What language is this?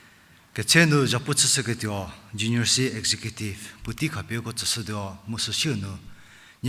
Angami Naga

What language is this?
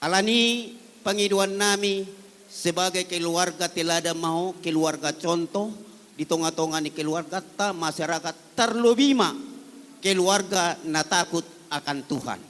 Batak Toba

